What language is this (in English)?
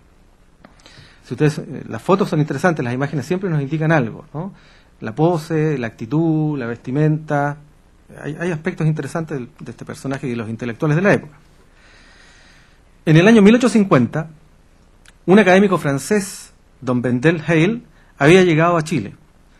Spanish